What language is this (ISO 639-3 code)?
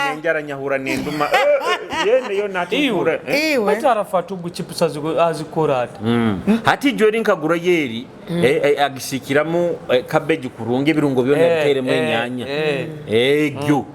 nyo